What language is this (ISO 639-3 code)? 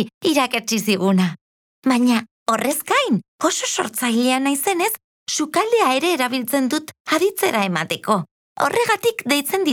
eus